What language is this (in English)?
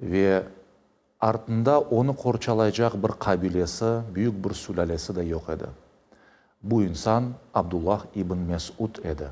Crimean Tatar